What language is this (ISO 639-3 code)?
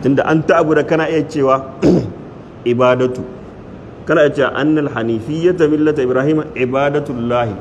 hau